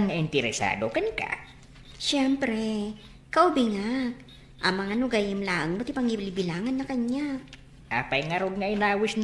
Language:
Iloko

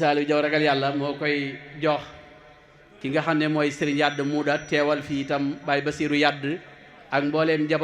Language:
Wolof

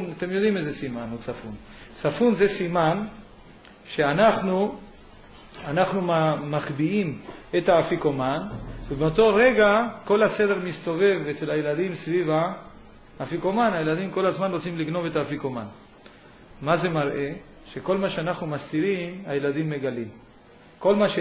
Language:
Hebrew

